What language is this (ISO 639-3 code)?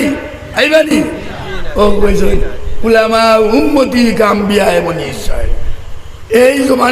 syl